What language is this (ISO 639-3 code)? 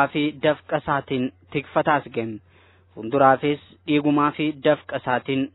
orm